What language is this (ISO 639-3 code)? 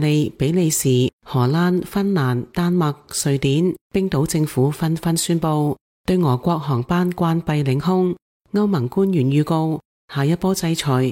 yue